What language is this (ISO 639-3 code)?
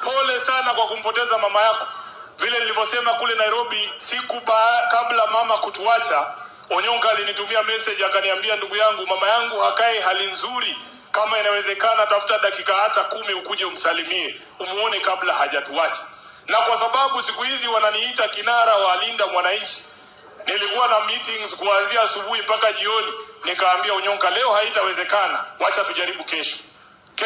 swa